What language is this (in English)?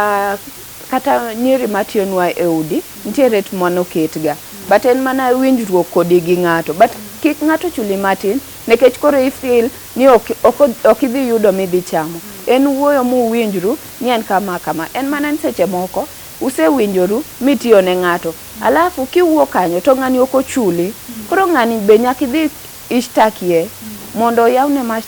Luo (Kenya and Tanzania)